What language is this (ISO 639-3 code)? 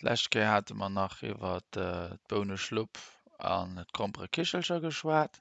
ltz